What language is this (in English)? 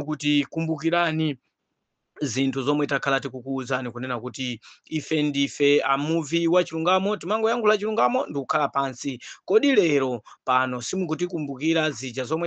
Nyanja